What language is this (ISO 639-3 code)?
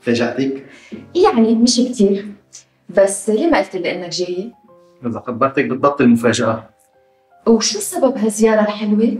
apc